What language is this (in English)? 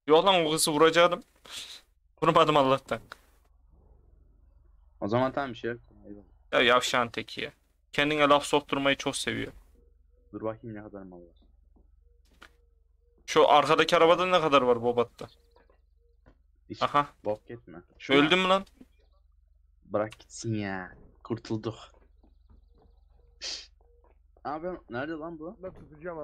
Turkish